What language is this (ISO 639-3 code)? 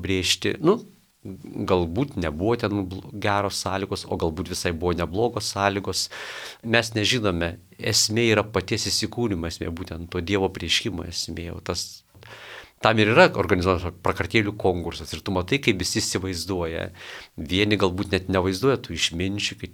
lit